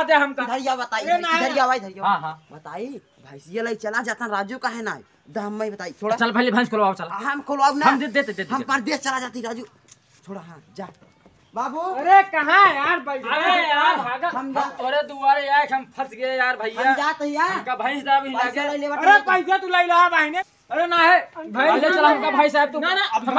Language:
Awadhi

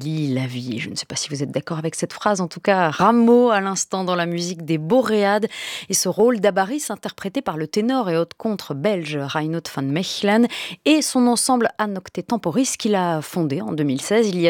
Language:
French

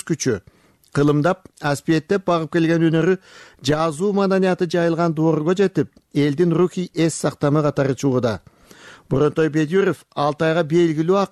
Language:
Kyrgyz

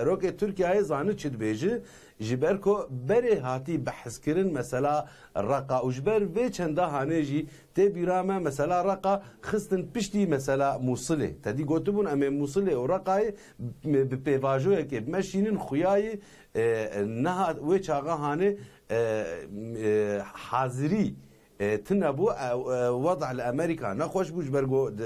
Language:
Kurdish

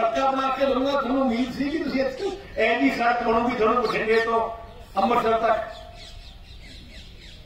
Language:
Punjabi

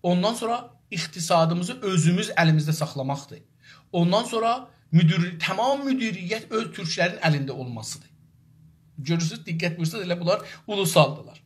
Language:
South Azerbaijani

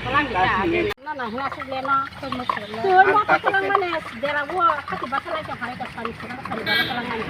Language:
Kok Borok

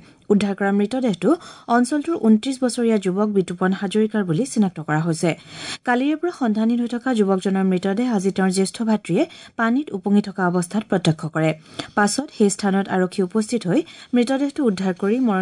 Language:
Assamese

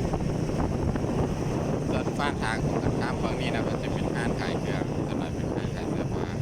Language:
Lao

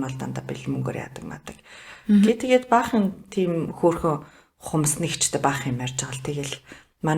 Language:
Mongolian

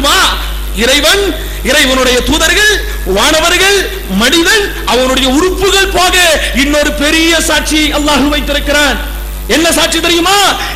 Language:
Tamil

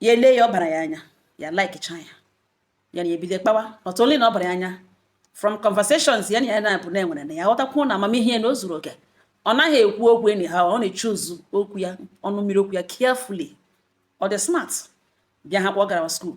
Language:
Igbo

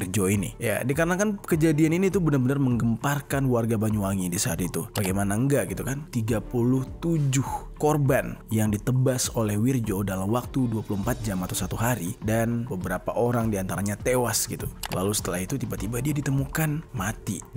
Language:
Indonesian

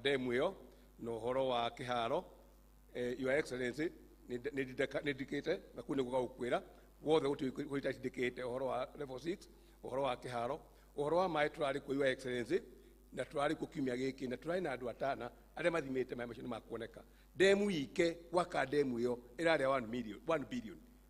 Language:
Kikuyu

